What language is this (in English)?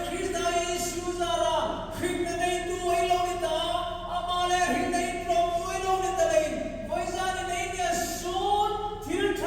Hmar